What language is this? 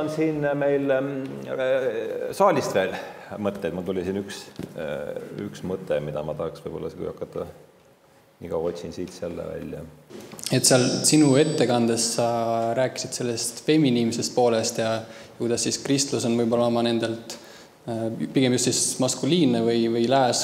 Estonian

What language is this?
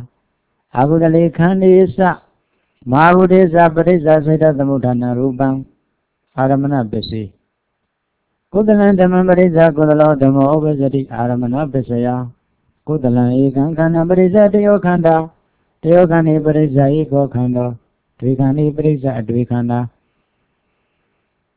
Burmese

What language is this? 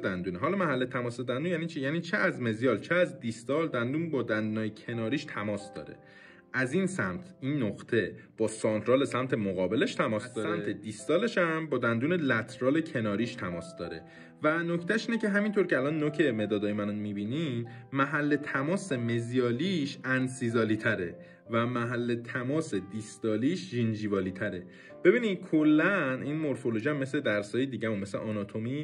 Persian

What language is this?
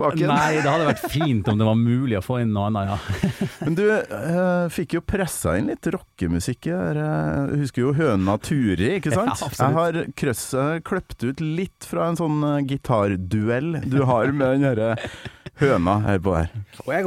Norwegian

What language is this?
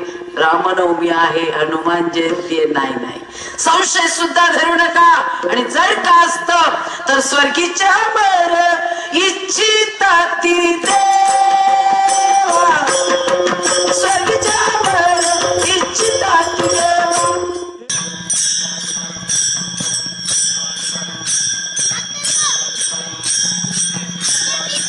Marathi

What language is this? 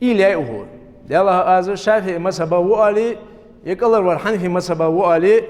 Ingush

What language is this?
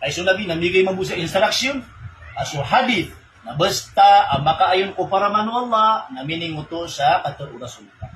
Maranao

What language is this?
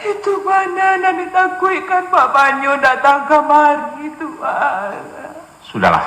Minangkabau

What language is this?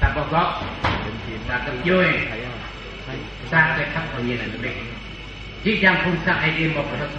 Central Mnong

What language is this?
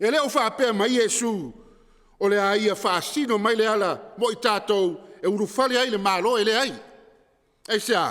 Samoan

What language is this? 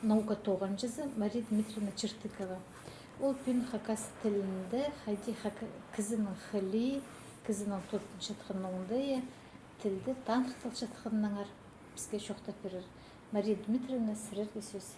Khakas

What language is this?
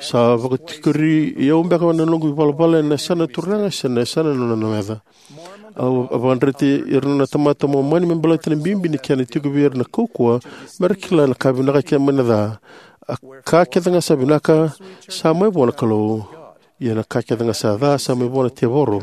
Fijian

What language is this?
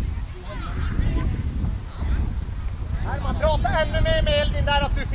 Swedish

